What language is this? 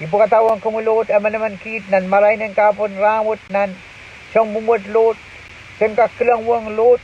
Pohnpeian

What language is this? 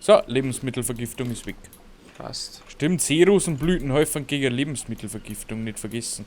Bavarian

